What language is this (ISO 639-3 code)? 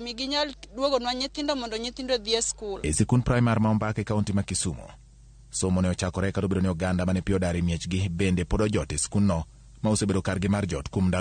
luo